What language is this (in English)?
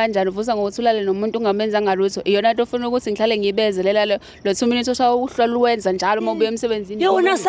Zulu